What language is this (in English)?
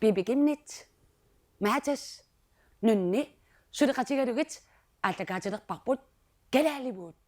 Kalaallisut